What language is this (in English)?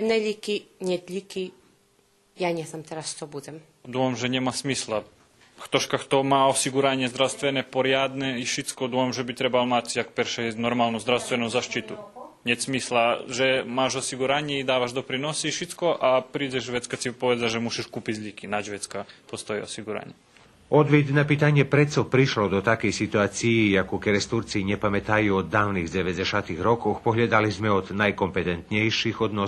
Rusyn